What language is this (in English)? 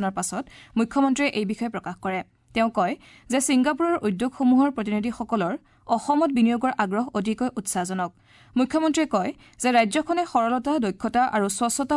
Assamese